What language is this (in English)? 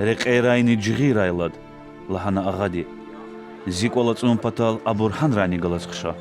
Lezghian